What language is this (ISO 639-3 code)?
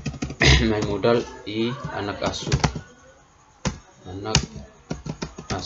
ind